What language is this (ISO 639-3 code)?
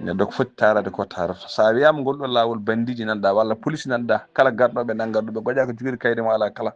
ful